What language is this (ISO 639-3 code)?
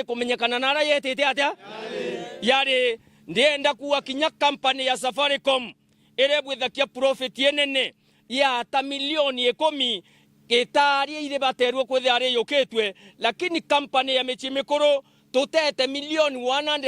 mer